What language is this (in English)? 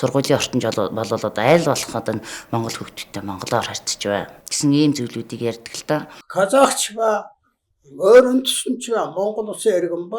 Mongolian